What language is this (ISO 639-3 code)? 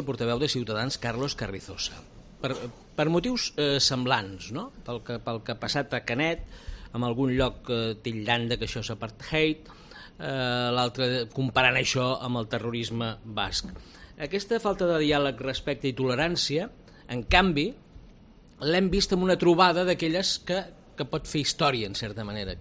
cat